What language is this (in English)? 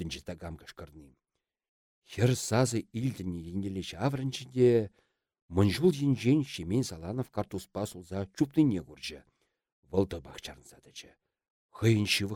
Chuvash